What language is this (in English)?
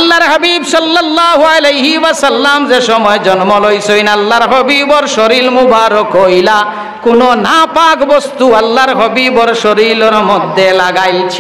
Sylheti